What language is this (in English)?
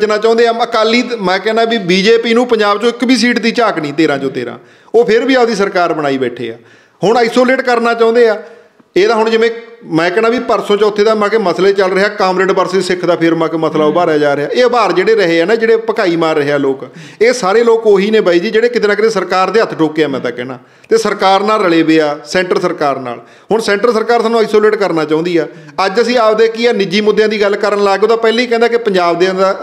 Punjabi